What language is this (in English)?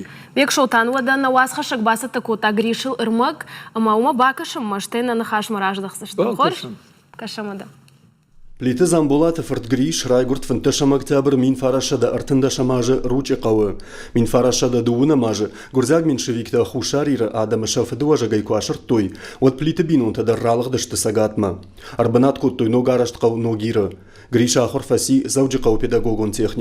Ossetic